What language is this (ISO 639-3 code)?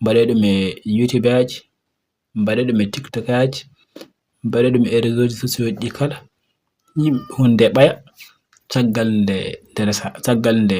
ful